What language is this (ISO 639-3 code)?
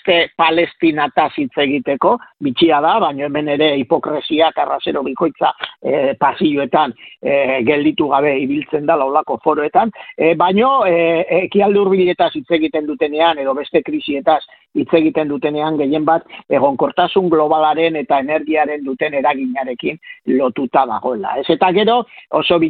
eus